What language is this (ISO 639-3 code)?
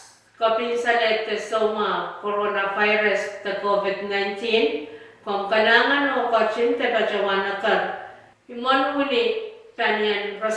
pon